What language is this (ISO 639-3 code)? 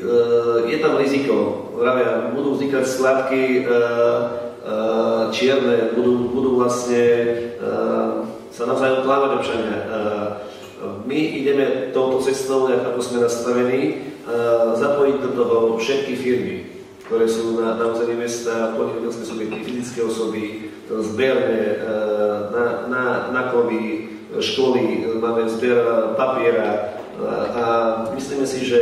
slk